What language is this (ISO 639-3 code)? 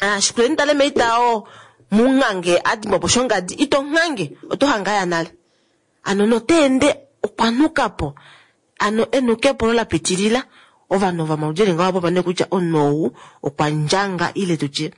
kua